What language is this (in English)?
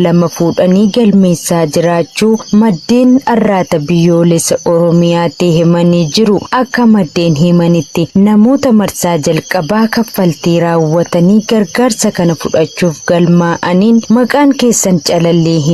Oromo